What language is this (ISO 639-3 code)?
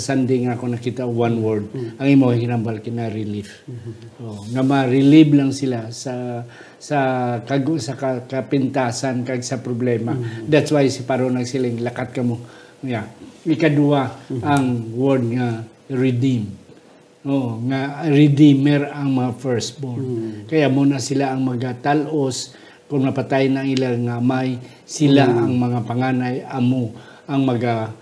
hil